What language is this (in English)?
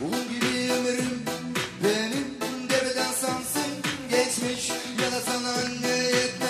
Gagauz